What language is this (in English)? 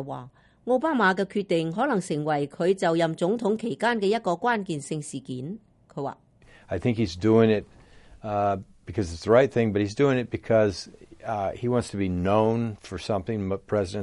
Cantonese